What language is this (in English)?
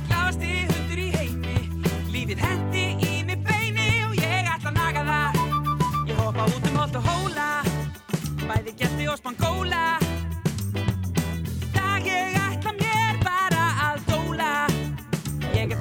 Icelandic